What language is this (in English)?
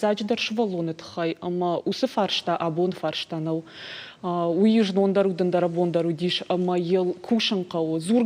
Ossetic